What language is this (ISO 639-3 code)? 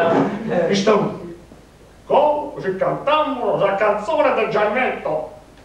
srd